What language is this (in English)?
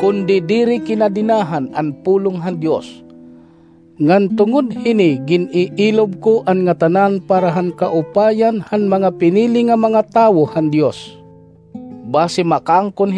Waray